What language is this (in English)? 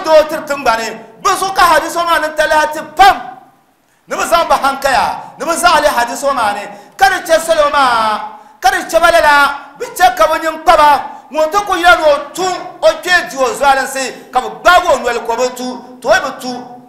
Dagbani